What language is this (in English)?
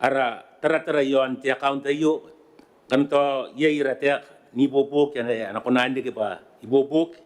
Gilbertese